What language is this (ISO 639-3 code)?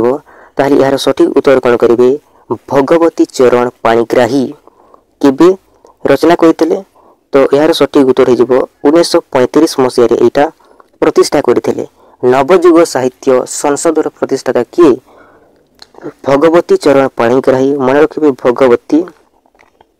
ori